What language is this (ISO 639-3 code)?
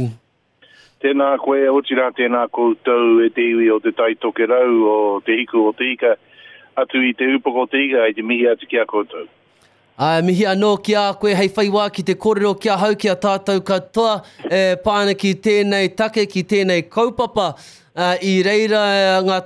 mri